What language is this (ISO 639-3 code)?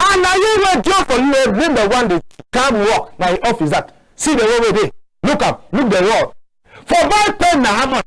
wes